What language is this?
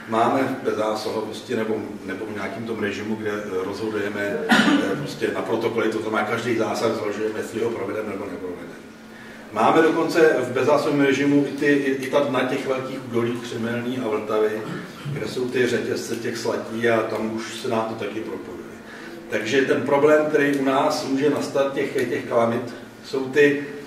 Czech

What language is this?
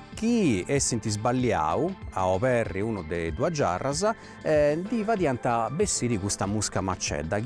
Sardinian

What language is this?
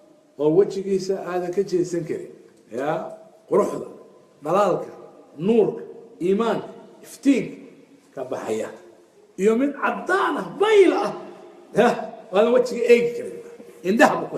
Somali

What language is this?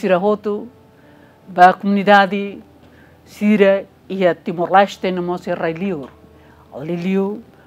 Tetum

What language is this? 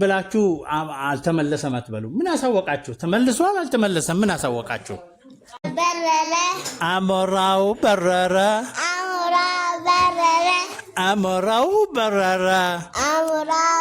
Amharic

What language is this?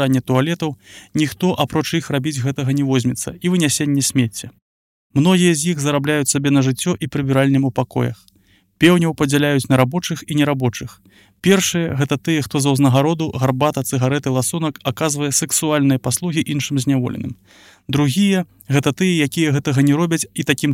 Belarusian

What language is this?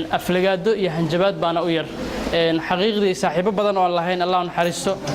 Somali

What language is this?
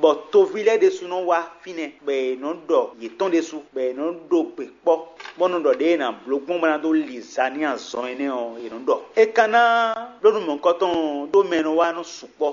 Fon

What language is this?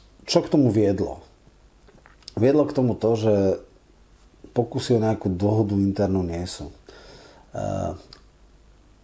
Slovak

